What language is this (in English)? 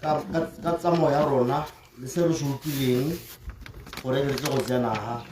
Tswana